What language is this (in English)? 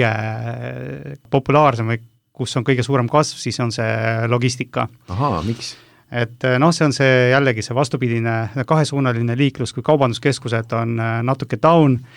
Estonian